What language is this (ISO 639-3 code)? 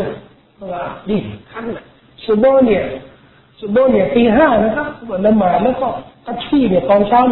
tha